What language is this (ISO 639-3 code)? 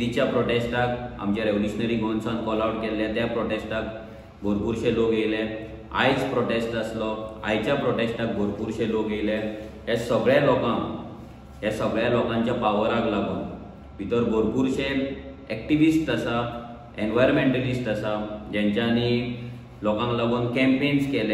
kok